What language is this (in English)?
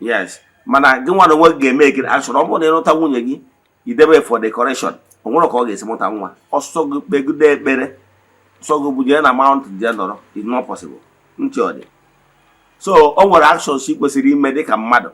Igbo